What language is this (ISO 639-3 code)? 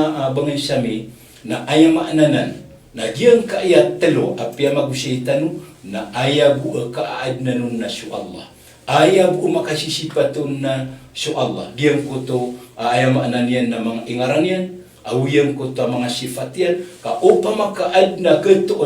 mrw